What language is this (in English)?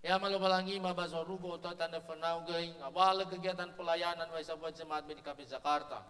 Nias